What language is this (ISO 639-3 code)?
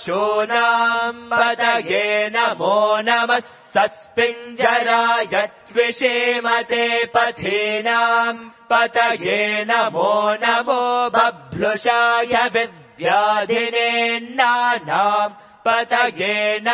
san